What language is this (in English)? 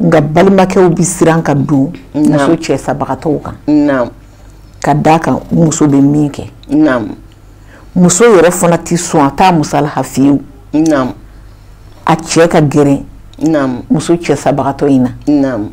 Bambara